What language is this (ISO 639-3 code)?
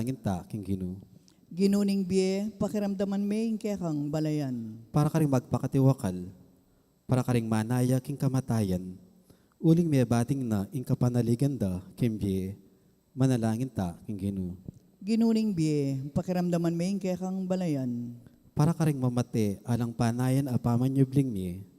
pam